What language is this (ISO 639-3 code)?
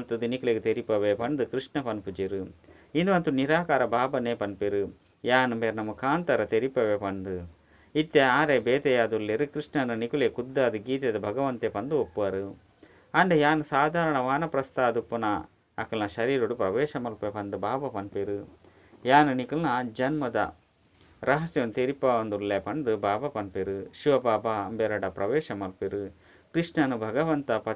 tcy